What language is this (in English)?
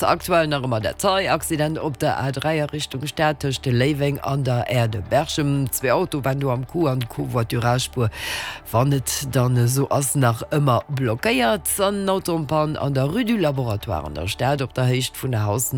Luxembourgish